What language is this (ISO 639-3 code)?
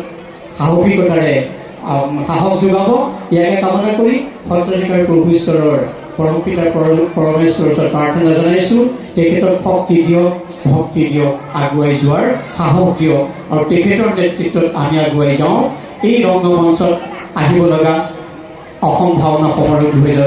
asm